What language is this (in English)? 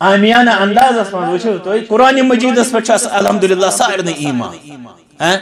Kashmiri